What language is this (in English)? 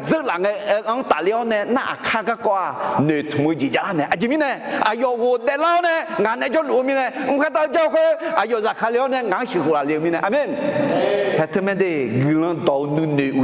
Akha